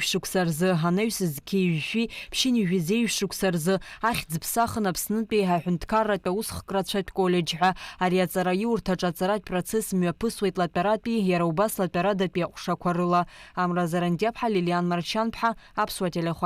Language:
Abkhazian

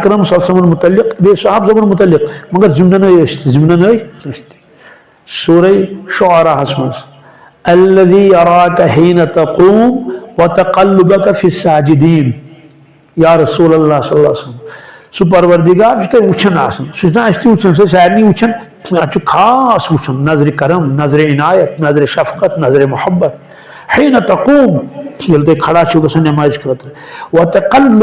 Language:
Kashmiri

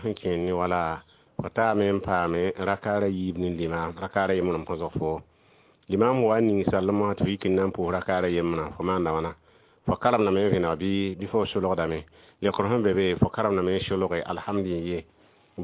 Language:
Mossi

